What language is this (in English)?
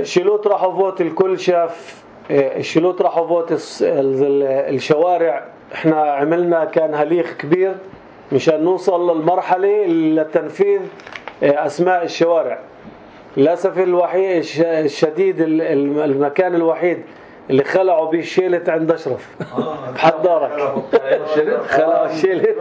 North Levantine Arabic